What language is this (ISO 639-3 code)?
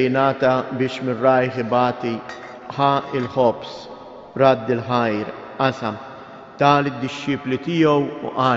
mlt